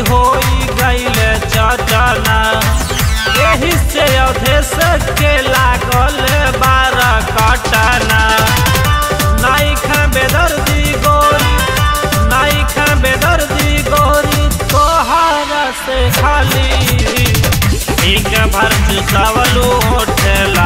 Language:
Bhojpuri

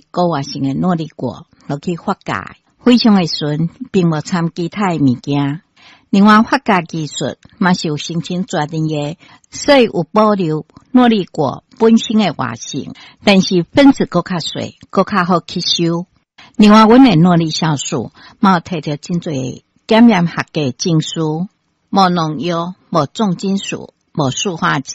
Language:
Min Nan Chinese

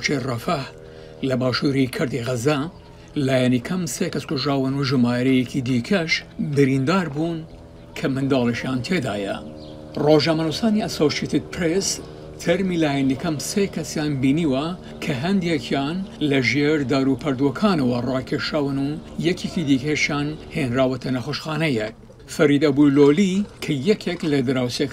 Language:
Central Kurdish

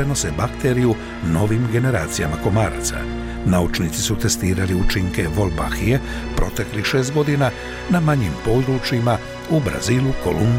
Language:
Bosnian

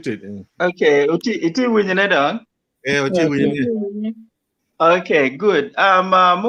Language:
Acoli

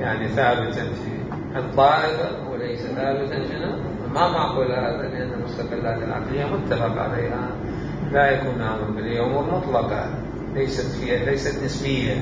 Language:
Mesopotamian Arabic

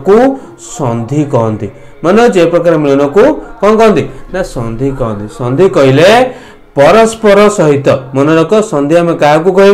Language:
Odia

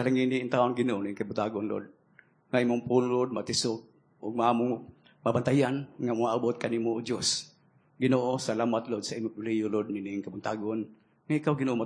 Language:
Cebuano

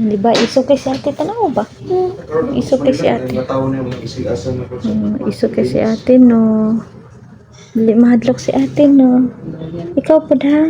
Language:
Cebuano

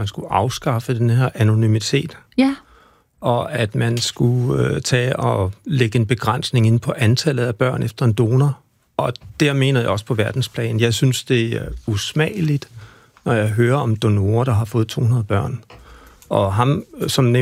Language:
Danish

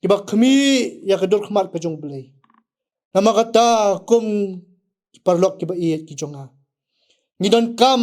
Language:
Khasi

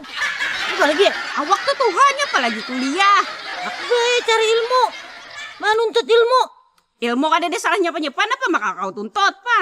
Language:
Banjar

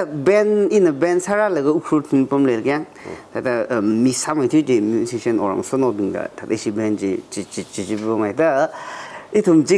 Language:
Tangkhul Naga (India)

